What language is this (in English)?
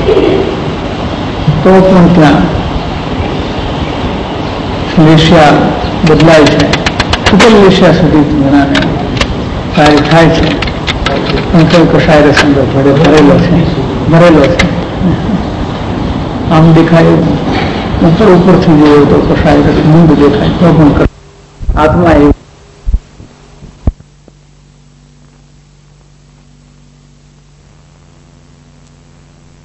Gujarati